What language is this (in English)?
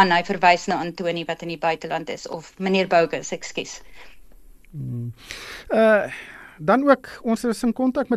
Afrikaans